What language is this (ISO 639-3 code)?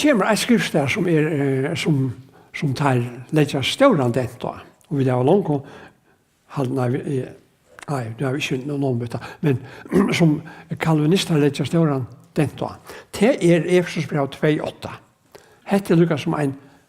fao